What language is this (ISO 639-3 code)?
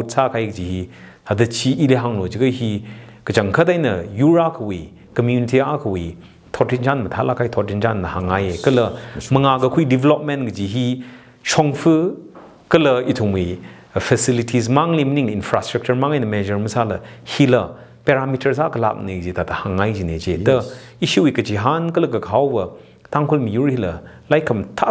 nmf